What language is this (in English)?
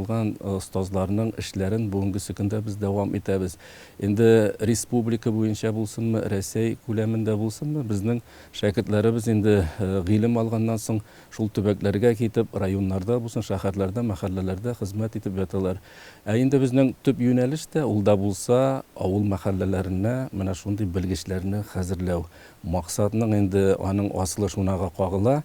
Tatar